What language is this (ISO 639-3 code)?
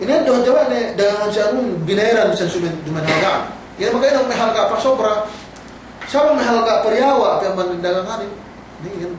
yka